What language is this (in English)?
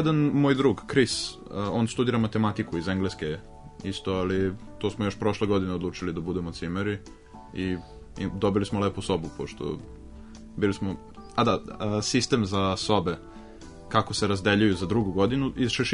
Serbian